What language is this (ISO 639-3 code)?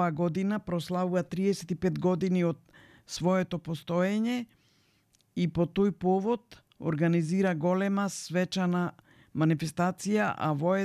mkd